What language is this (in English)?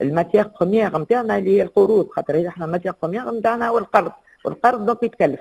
Tunisian Arabic